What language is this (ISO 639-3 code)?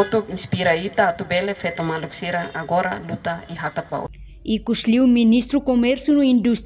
tet